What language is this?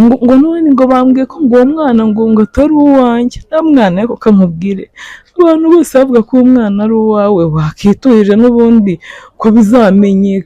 Kinyarwanda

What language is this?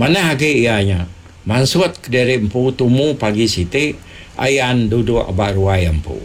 Iban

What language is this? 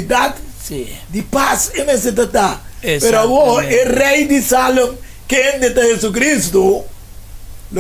Papiamento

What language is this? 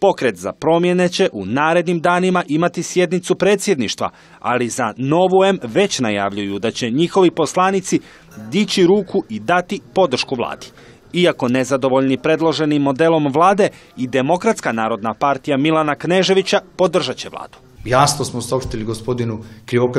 Croatian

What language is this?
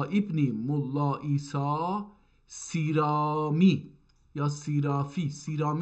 South Azerbaijani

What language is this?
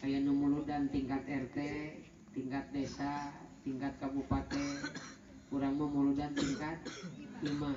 Sundanese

